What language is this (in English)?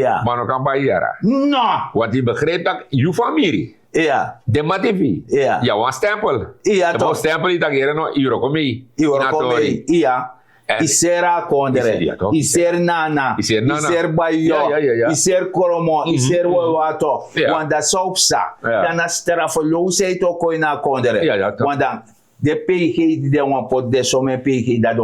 Sranan Tongo